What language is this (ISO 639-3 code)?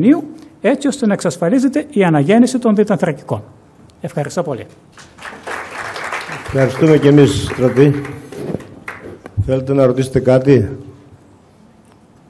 ell